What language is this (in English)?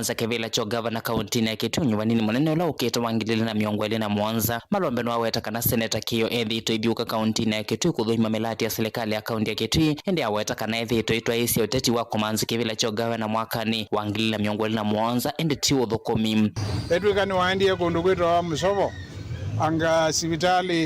Kamba